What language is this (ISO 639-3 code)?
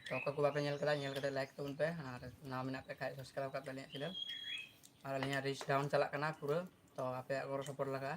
sat